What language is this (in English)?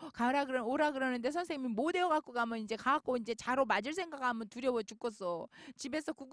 Korean